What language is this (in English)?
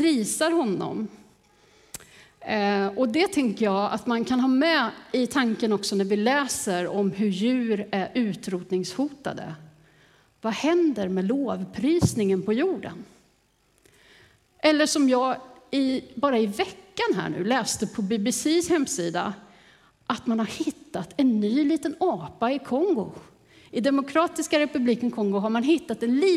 Swedish